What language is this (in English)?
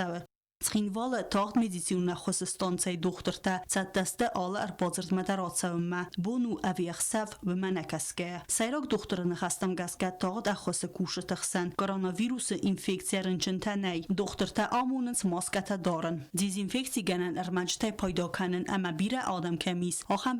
Ossetic